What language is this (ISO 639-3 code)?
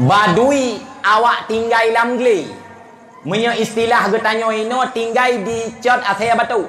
ace